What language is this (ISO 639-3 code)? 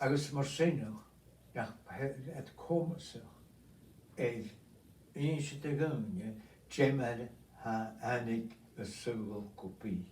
gla